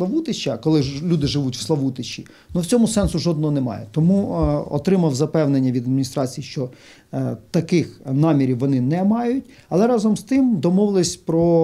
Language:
Ukrainian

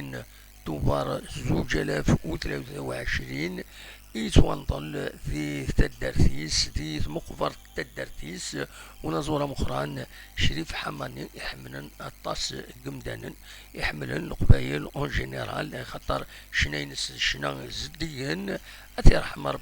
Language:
Kabyle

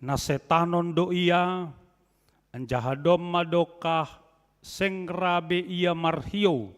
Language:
Batak Simalungun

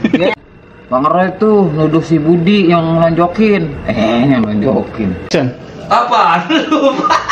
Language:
Betawi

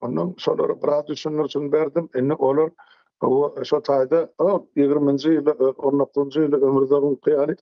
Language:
Turkmen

